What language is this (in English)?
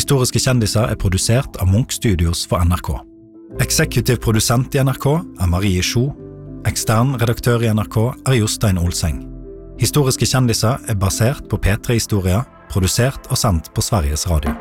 Norwegian